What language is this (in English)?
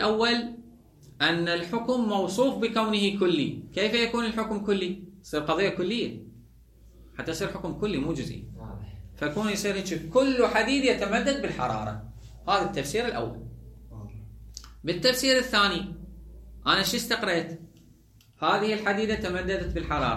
Mesopotamian Arabic